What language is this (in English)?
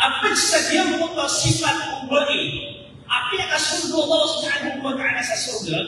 Maranao